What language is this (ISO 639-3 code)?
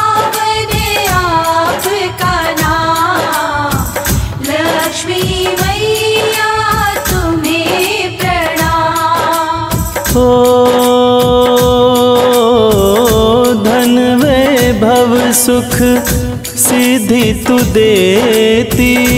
hin